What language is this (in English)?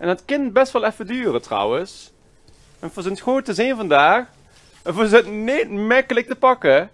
Limburgish